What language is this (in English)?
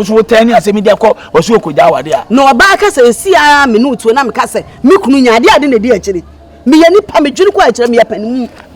Akan